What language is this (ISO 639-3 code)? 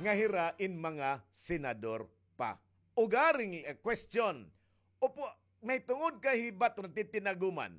war